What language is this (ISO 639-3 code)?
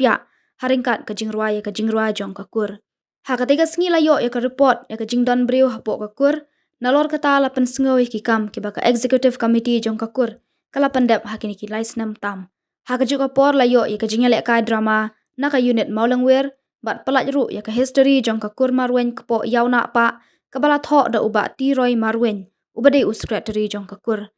kha